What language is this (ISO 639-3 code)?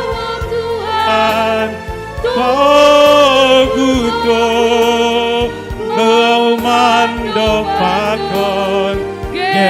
bts